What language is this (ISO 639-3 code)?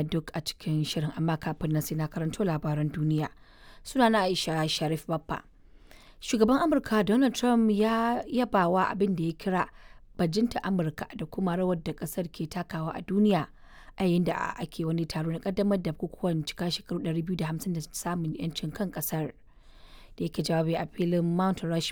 hau